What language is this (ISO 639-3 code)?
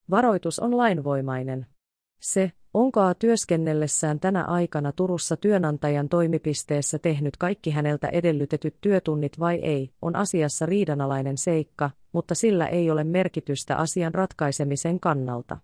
fin